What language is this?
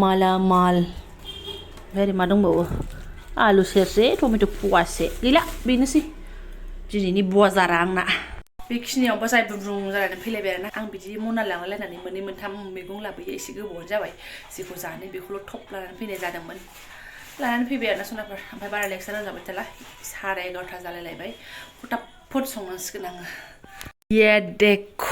Bodo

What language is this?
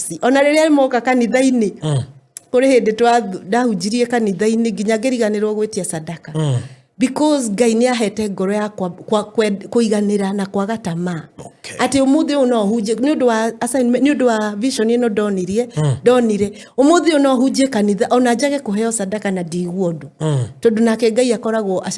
Kikuyu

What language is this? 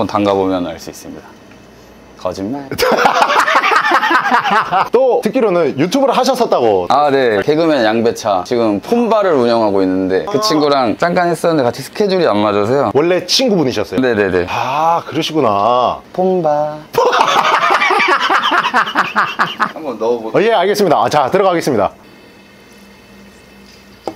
Korean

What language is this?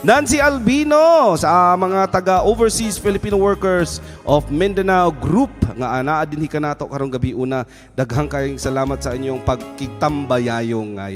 Cebuano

